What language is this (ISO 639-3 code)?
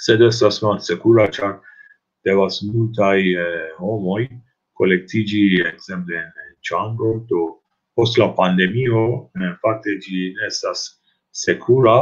epo